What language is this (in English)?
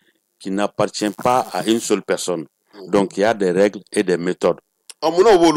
Bambara